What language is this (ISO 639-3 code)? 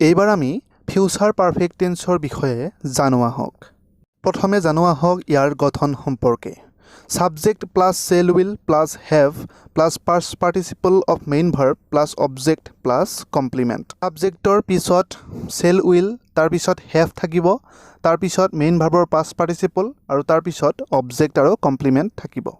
asm